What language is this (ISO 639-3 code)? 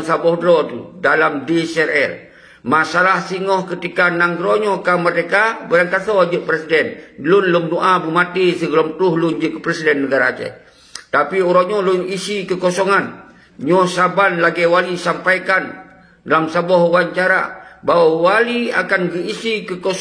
ace